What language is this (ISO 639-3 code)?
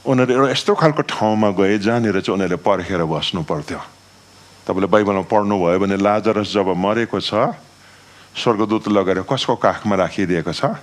nep